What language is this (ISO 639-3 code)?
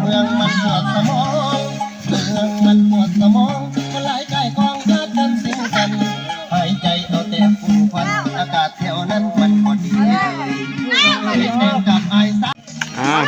lao